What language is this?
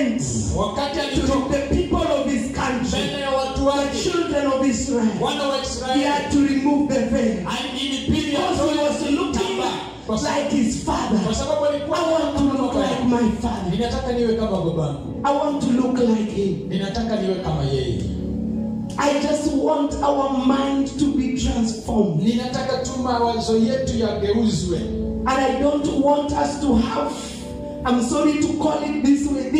Swahili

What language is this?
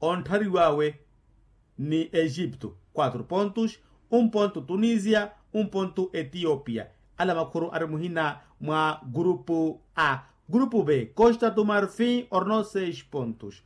Makhuwa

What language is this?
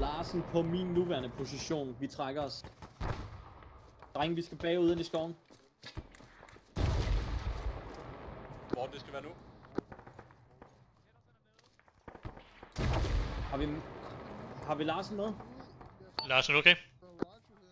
Danish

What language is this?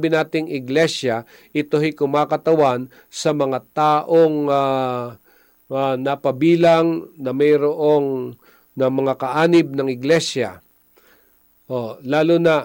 Filipino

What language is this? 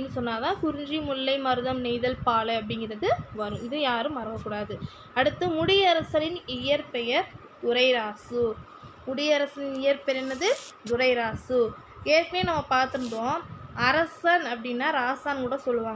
Tamil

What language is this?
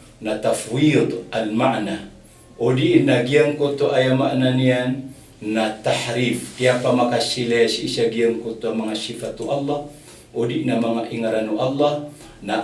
Maranao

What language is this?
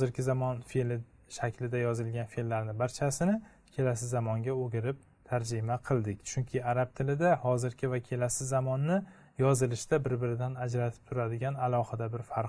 Uzbek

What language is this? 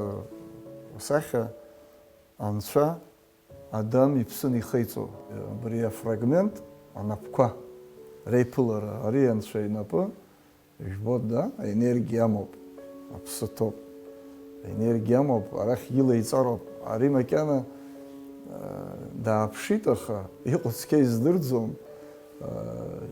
Abkhazian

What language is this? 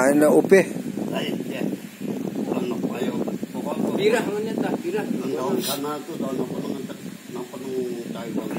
Banjar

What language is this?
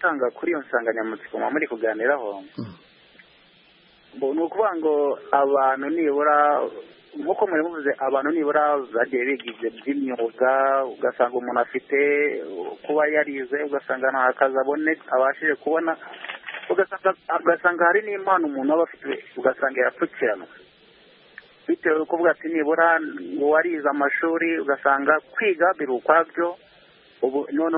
Kinyarwanda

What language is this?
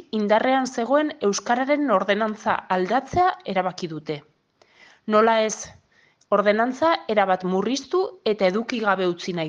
Basque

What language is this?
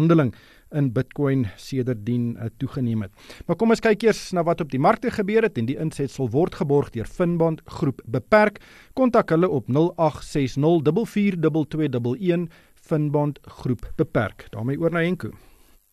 Afrikaans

